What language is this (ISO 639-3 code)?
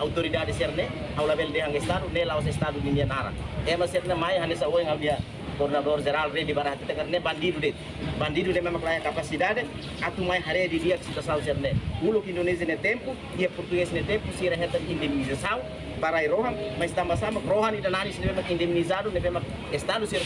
tet